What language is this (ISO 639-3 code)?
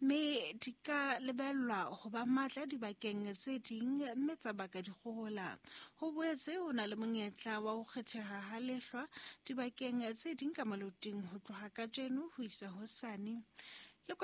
sot